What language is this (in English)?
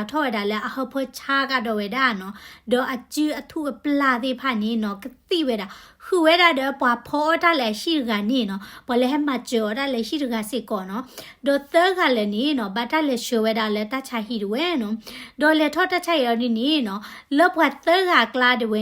S'gaw Karen